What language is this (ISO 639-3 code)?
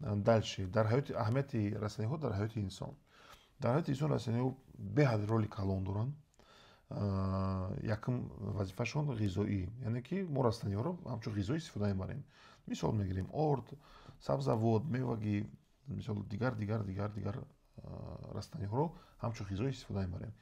tgk